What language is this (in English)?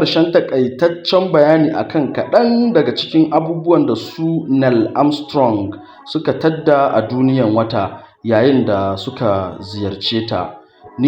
Hausa